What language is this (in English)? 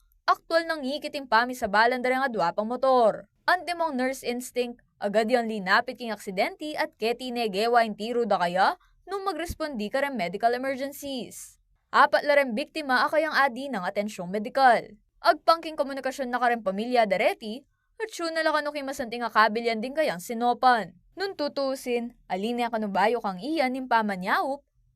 Pampanga